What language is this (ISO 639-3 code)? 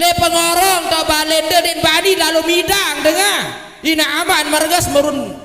sas